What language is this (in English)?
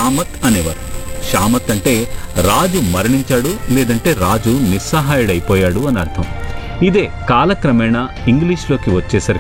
Telugu